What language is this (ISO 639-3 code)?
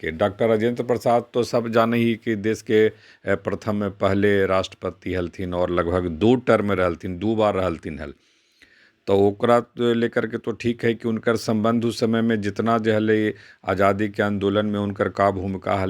mag